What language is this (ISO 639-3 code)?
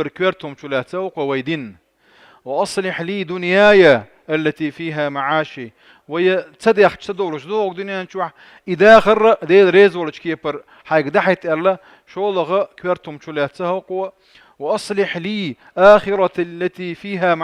che